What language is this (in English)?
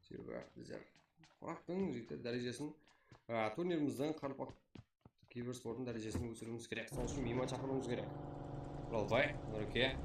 Kara-Kalpak